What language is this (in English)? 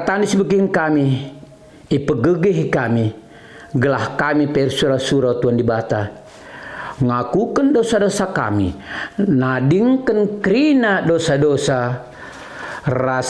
Batak Karo